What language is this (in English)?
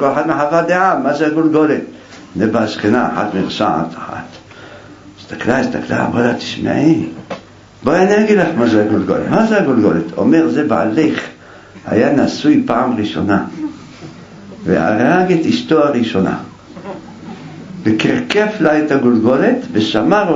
Hebrew